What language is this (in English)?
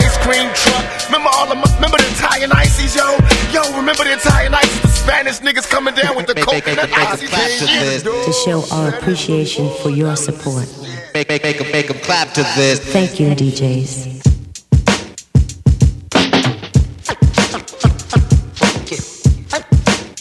English